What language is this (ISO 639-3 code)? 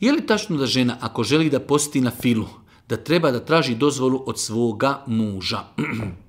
bos